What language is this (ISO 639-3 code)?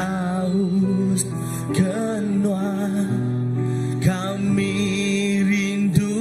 iba